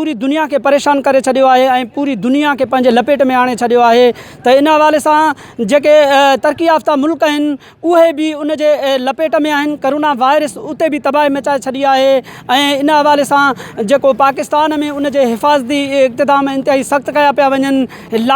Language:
Sindhi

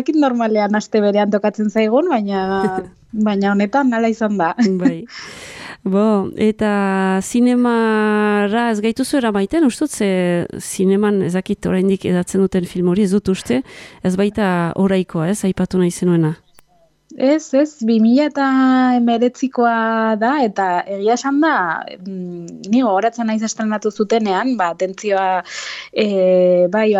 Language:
Basque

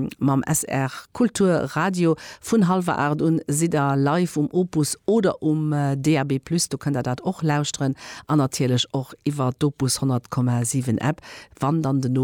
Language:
Luxembourgish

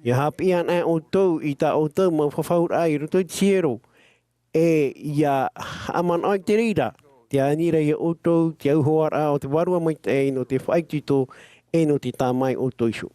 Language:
Tahitian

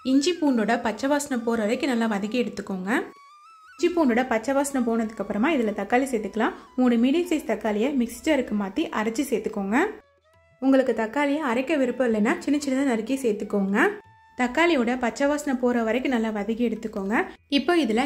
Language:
Tamil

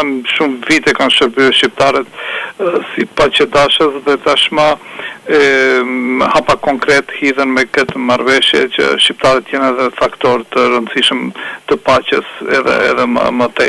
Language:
Albanian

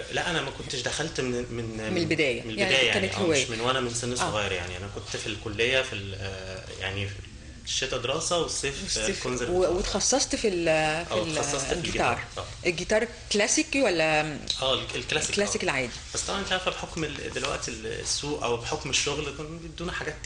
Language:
Egyptian Arabic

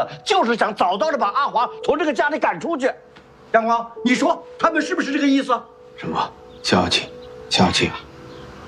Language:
Chinese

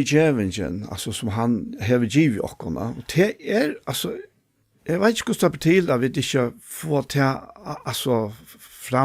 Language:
Faroese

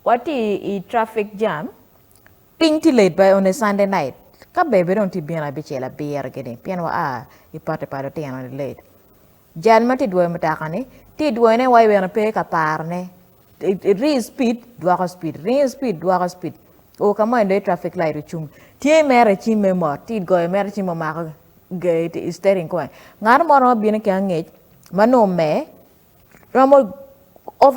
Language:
Acoli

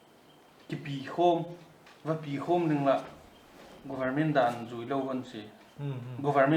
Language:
Paite Chin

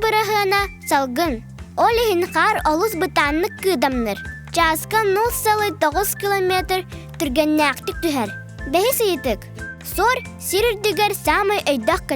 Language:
Yakut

